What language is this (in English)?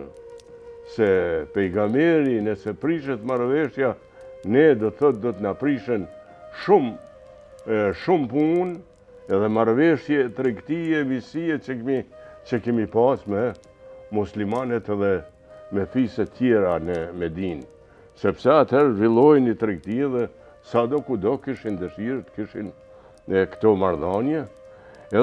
Albanian